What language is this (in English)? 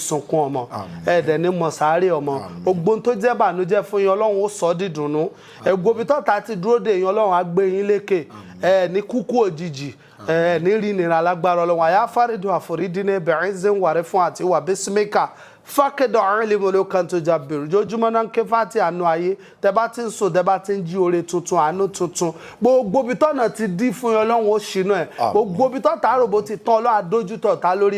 Yoruba